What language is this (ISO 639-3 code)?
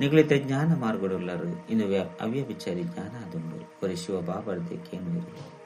tcy